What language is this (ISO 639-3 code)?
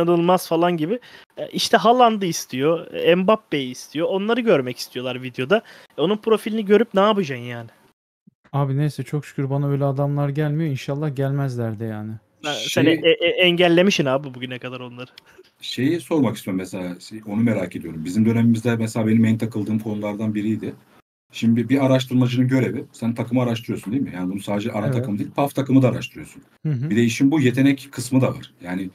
tur